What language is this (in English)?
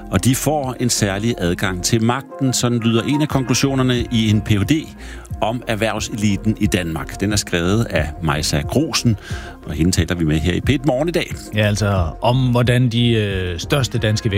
Danish